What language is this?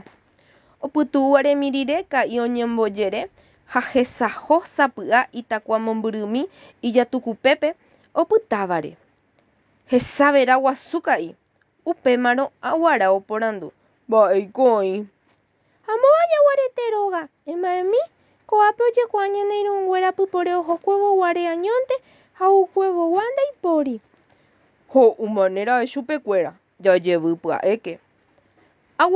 Guarani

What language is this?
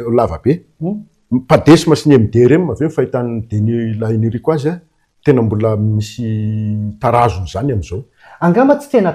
Malagasy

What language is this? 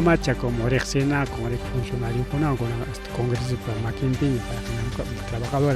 Ayacucho Quechua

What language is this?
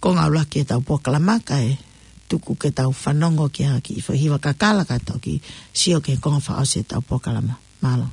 Tongan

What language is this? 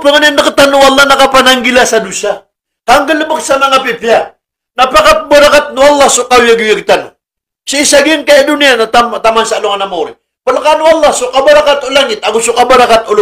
Maranao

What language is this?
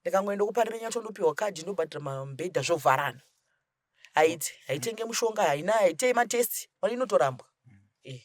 Shona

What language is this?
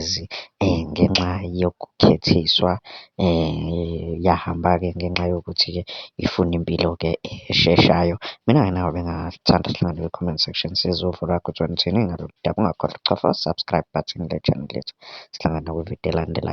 Zulu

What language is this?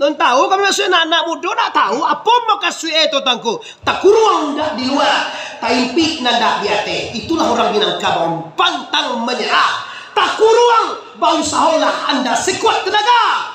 Minangkabau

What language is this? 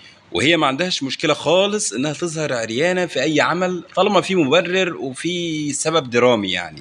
Egyptian Arabic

